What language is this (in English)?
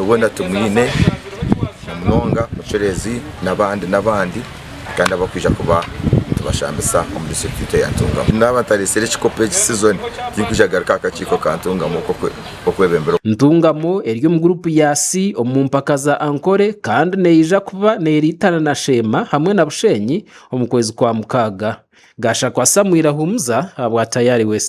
Nyankole